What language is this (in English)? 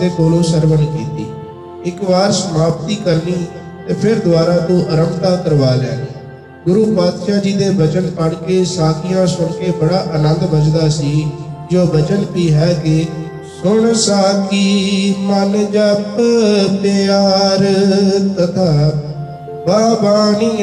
Punjabi